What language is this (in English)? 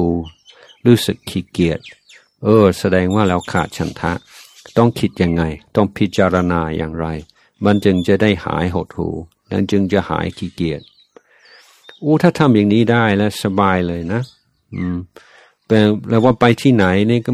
Thai